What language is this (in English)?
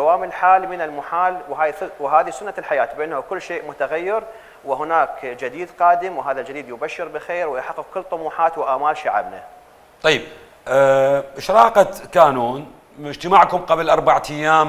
Mesopotamian Arabic